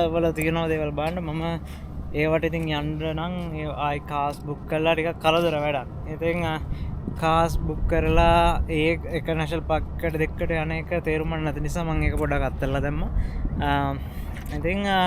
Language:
Sinhala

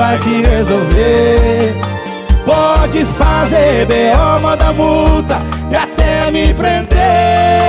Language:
Portuguese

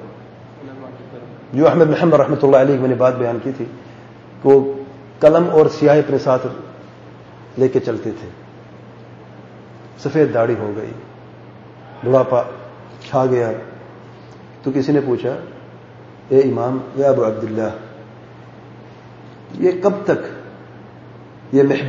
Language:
Urdu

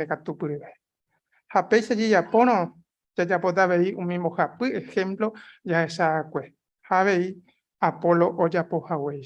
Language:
Guarani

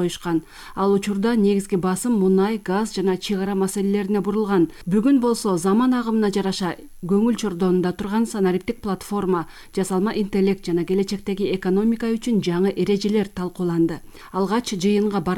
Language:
Kyrgyz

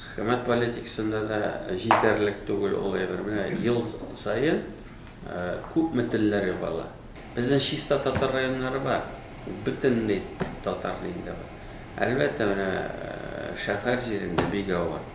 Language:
Tatar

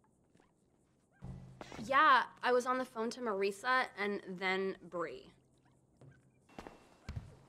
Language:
English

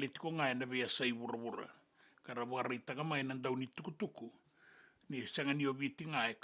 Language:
Fijian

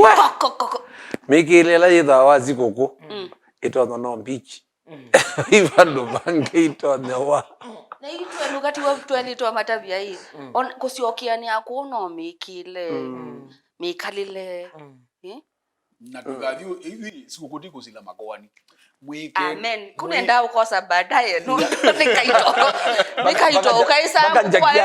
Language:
Kamba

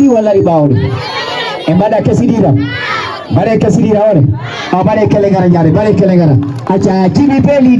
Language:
Fula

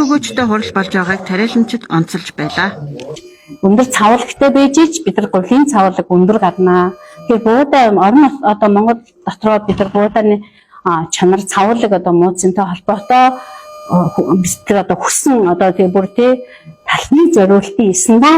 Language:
Mongolian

